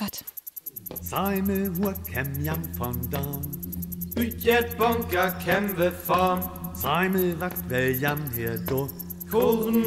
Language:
Northern Frisian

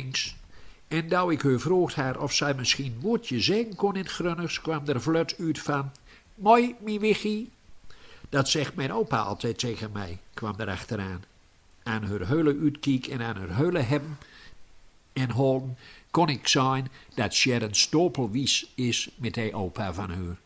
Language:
Gronings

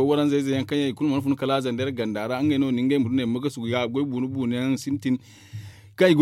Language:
Zarma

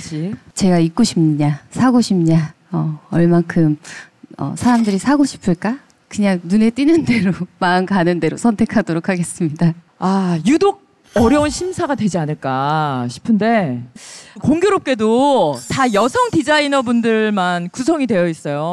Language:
Korean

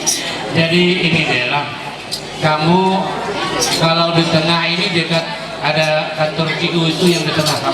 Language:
Ma'anyan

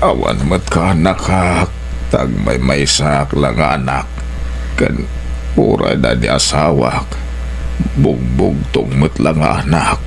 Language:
Iloko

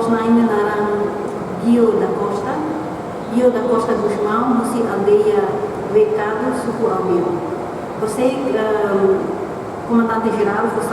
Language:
Tetum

